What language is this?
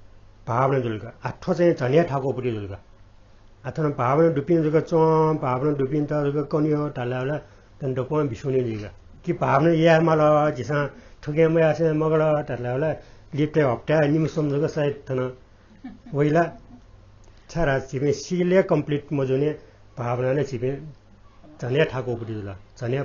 Newari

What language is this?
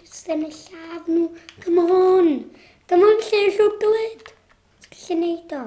Welsh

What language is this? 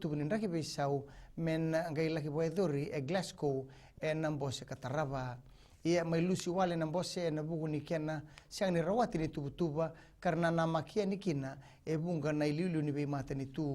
Fijian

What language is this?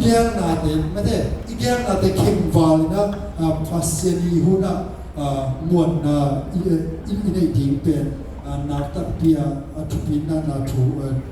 Tedim Chin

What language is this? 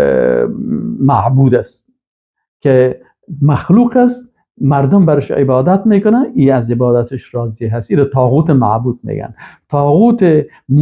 Persian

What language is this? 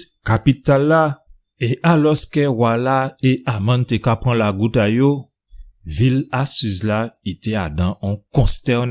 Guadeloupean Creole French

